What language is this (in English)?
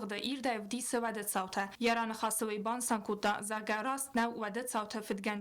Ossetic